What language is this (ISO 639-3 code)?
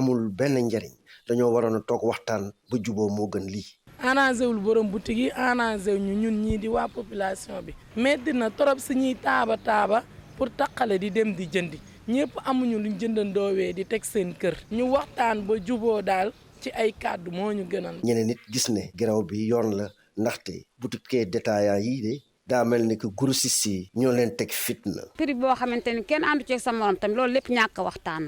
wol